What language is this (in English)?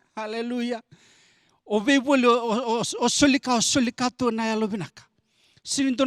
Fijian